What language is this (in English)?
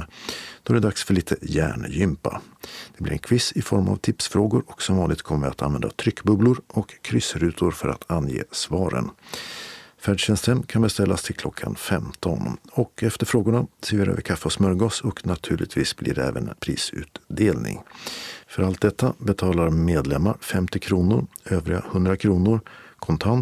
Swedish